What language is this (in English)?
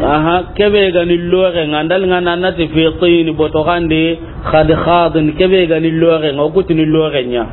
Soninke